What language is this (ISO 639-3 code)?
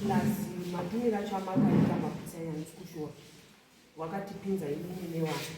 sna